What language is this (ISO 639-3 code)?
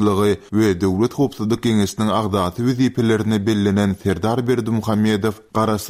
tuk